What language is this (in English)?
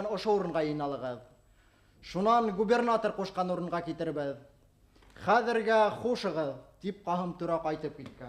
Bashkir